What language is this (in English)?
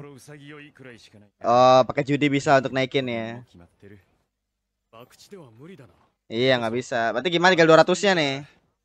Indonesian